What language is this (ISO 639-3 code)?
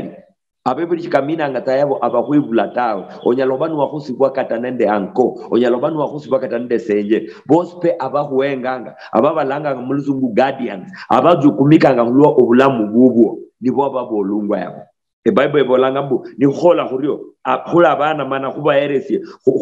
luy